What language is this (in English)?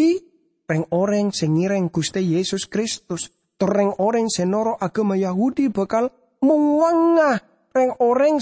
Madurese